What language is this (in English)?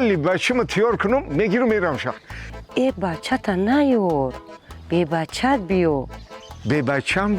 Tajik